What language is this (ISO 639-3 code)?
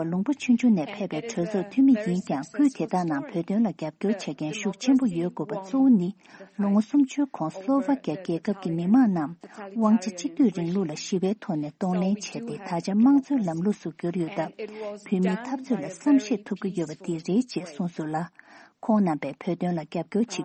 bod